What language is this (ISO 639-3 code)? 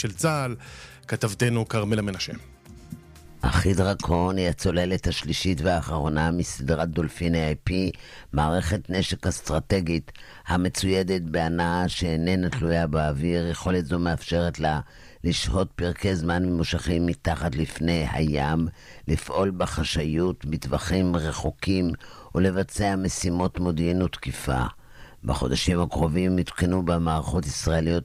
heb